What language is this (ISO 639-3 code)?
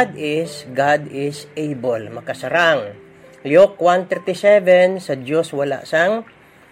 hil